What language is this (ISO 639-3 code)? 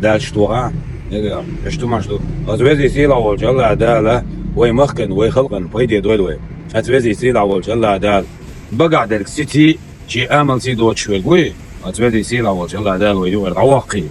che